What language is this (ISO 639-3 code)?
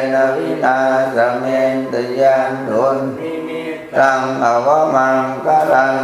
pli